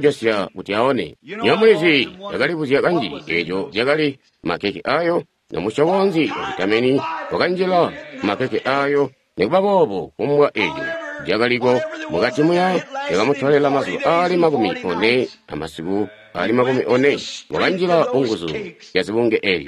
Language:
Tonga (Zambia)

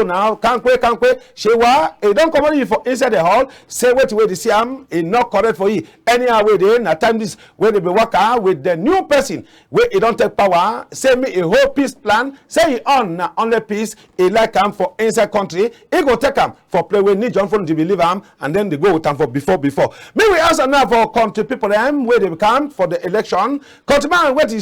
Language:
Cameroon Pidgin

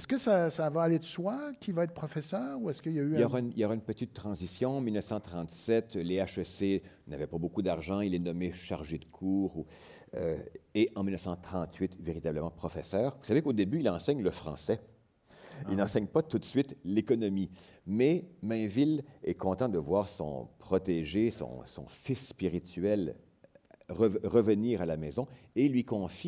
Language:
French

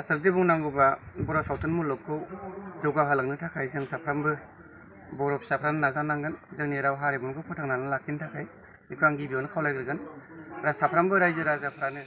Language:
Bodo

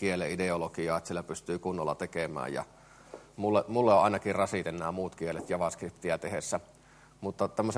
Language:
Finnish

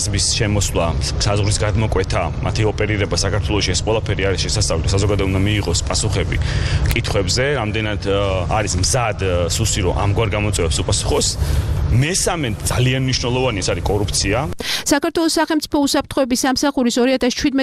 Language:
Georgian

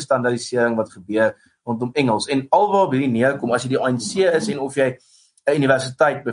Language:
Afrikaans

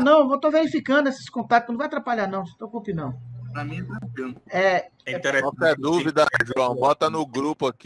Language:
Portuguese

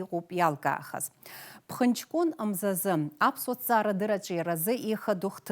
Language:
Abkhazian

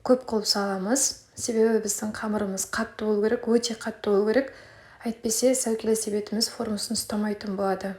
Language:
Kazakh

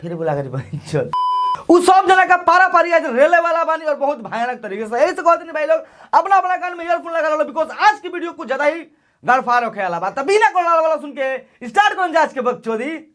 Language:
Bhojpuri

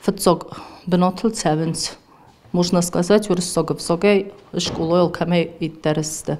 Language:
Ossetic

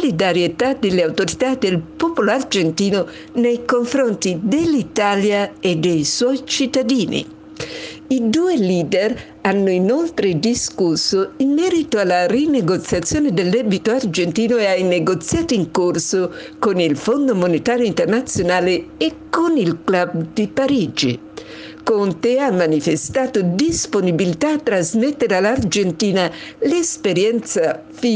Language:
Italian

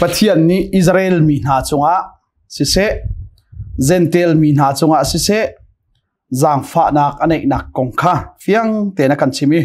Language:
Hakha Chin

